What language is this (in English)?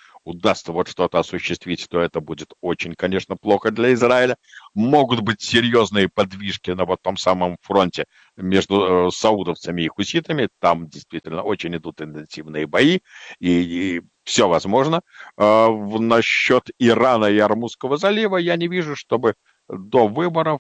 Russian